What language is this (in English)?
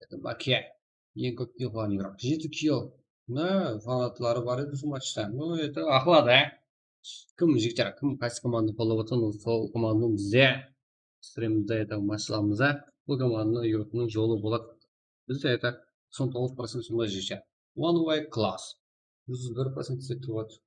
Kara-Kalpak